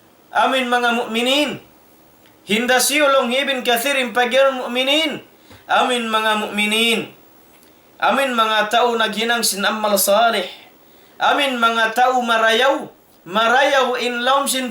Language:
Tausug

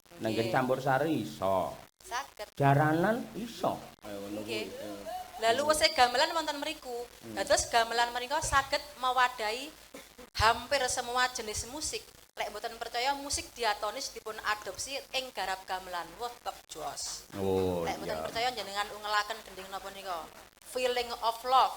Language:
Javanese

